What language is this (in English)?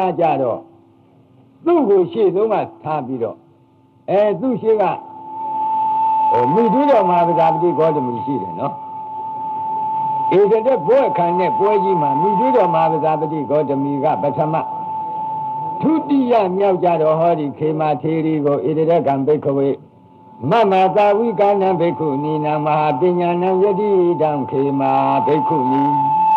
Burmese